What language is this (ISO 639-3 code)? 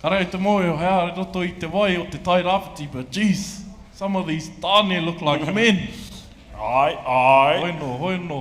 mri